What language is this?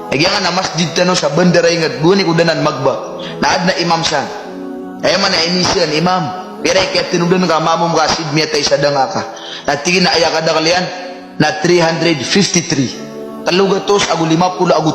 Maranao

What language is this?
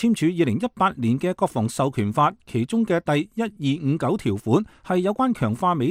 Cantonese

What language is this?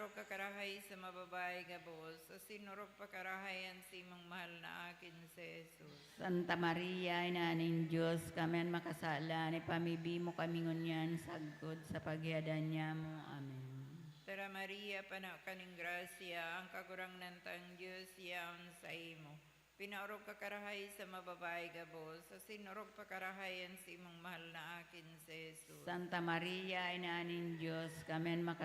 Bikol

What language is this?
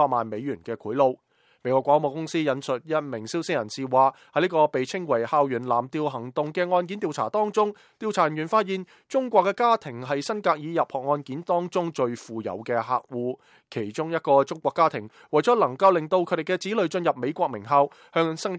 Cantonese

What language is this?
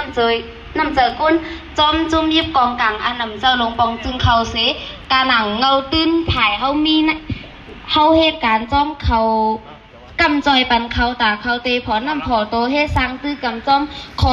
Shan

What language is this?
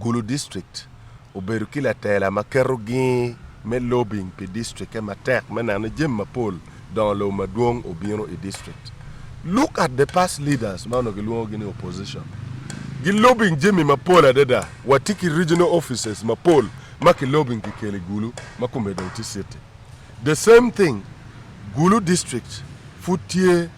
Acoli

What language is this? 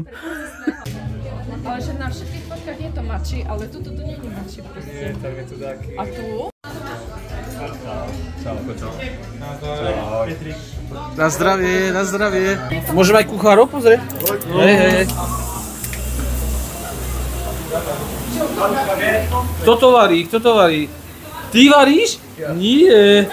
Slovak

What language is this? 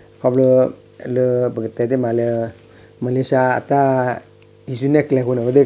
S'gaw Karen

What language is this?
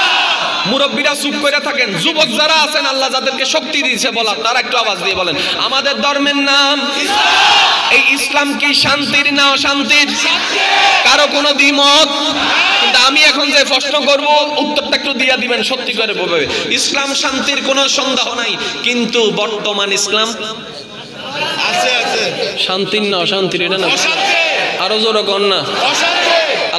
Bangla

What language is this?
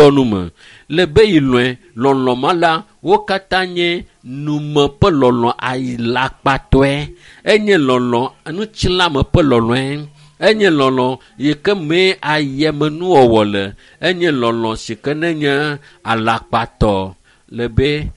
Ewe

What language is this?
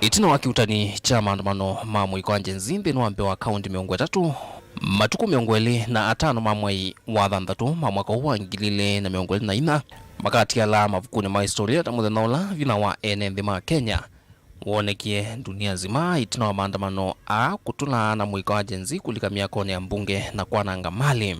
Kamba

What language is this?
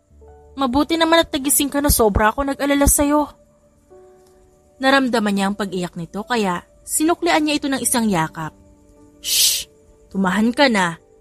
Filipino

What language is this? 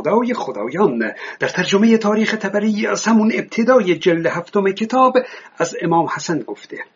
Persian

